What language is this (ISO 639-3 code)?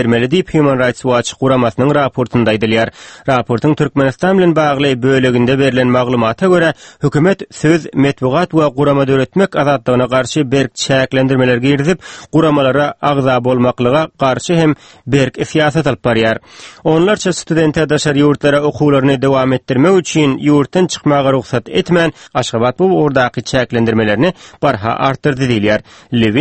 tuk